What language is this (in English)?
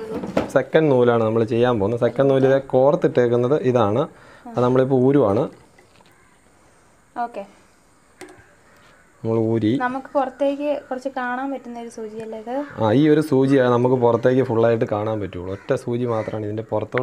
Malayalam